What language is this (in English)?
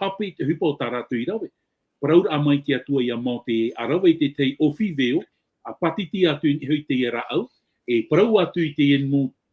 Tahitian